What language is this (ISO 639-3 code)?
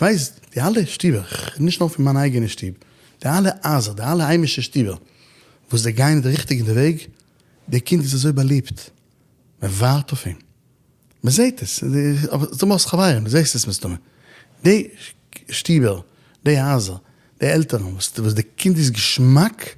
yid